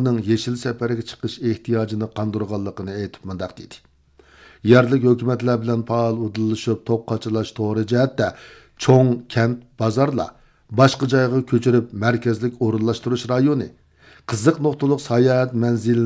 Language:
Uyghur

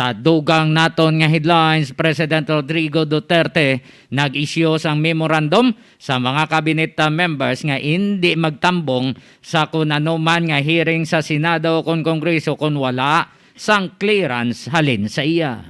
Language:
Hiligaynon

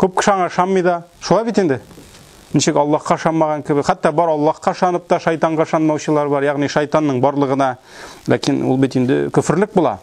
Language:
Tatar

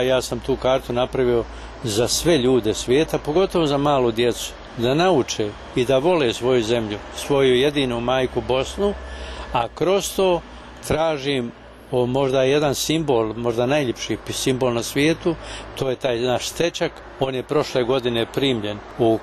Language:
Bosnian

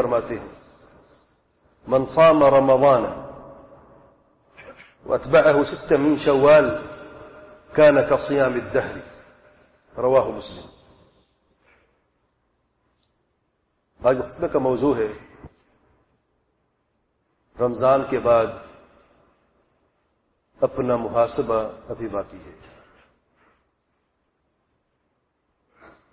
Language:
Urdu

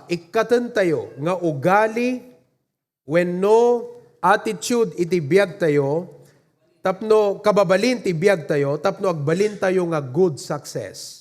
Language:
Iloko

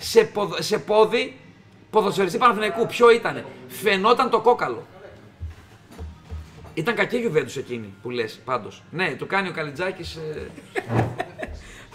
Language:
Greek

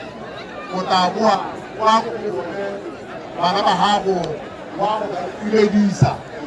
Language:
Tswana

